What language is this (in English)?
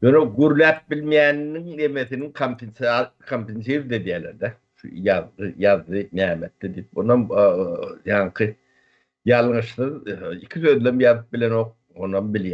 Turkmen